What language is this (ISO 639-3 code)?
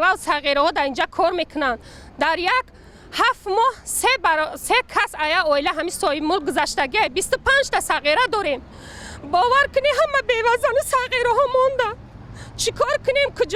tgk